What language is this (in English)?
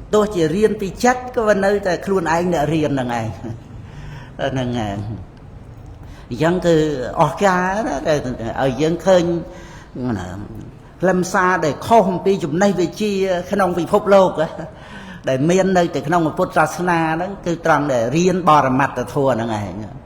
Khmer